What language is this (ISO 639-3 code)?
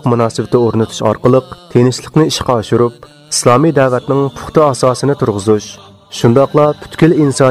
uig